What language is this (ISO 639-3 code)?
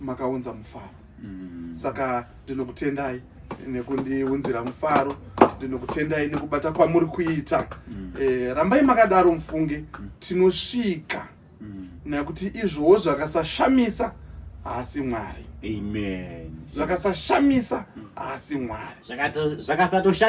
sna